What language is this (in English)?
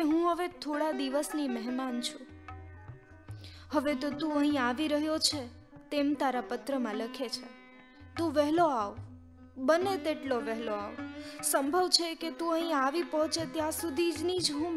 Gujarati